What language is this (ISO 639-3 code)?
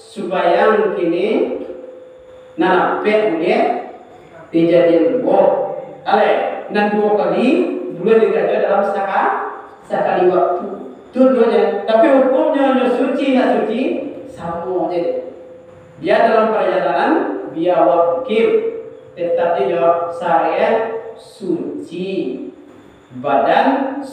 min